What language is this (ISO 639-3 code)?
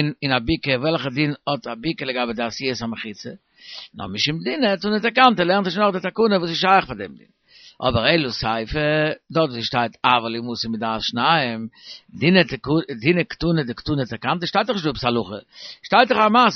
yid